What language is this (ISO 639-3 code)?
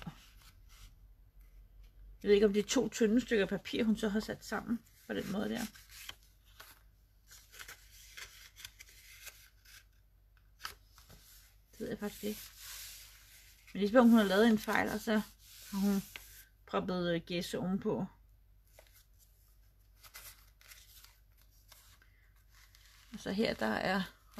dan